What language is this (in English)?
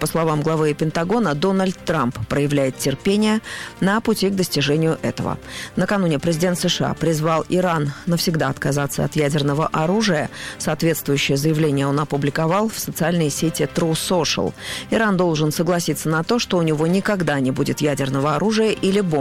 Russian